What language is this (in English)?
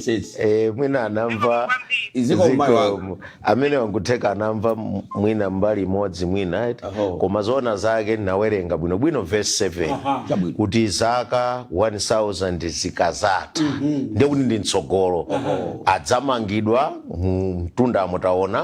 Nyanja